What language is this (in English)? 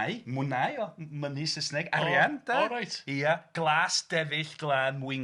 Welsh